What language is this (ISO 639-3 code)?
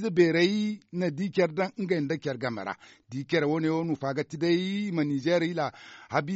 dje